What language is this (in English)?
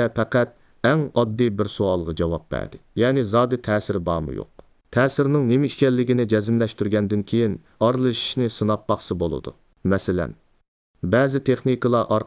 Uyghur